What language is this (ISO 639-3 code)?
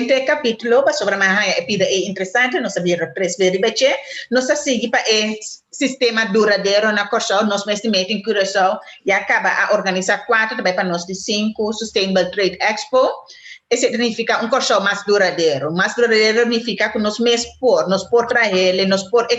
pap